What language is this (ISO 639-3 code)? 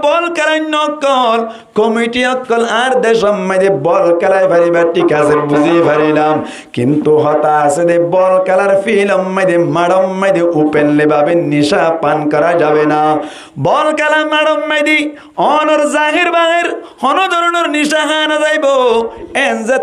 rhg